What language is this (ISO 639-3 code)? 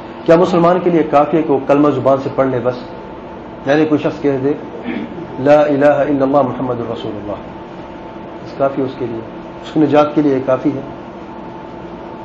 urd